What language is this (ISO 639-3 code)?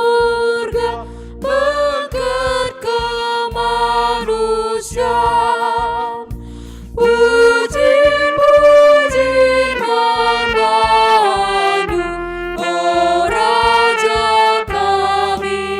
btx